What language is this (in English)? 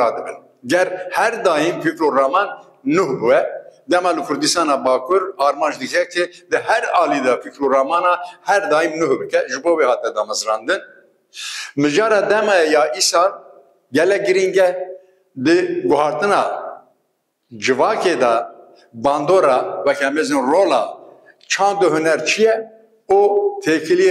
Kurdish